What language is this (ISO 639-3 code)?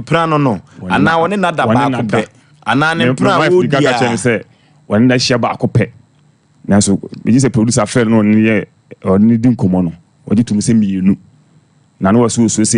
aka